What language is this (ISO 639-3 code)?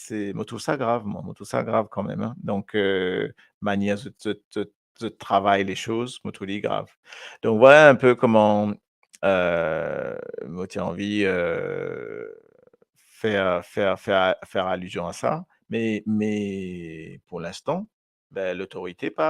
mfe